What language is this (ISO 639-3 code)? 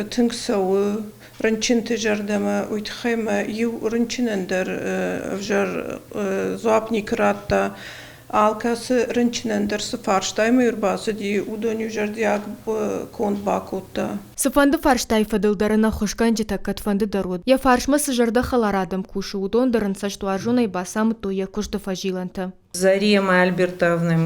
oss